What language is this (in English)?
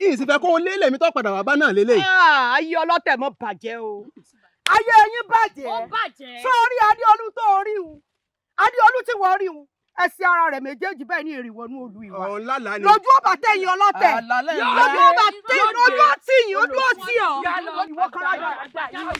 Yoruba